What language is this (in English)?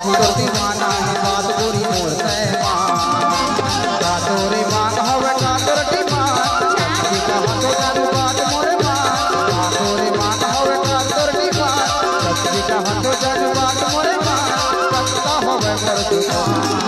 Chhattisgarhi